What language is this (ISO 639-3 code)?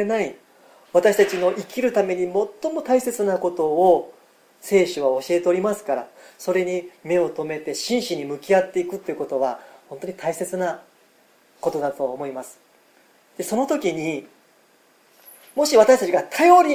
jpn